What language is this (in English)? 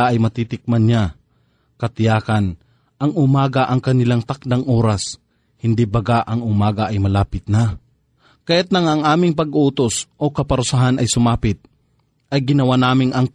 Filipino